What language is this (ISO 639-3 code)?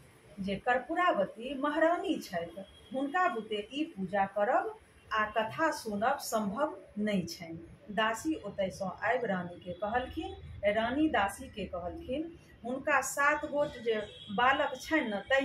mai